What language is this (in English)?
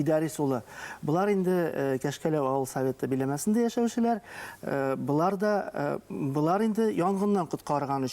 Bashkir